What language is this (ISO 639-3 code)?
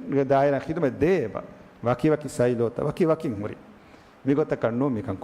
div